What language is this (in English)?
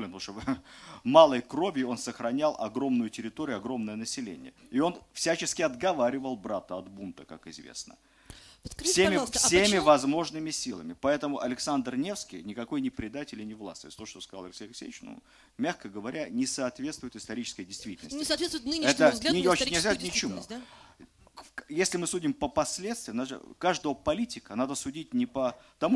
Russian